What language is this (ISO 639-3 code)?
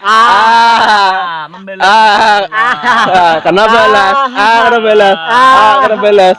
bjn